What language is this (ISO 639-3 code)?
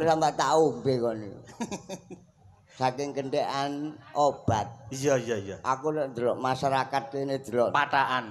jav